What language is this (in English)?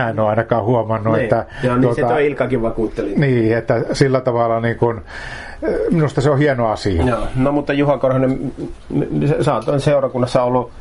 Finnish